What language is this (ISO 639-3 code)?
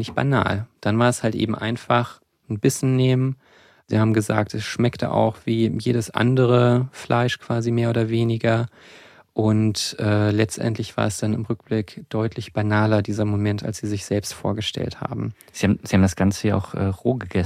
deu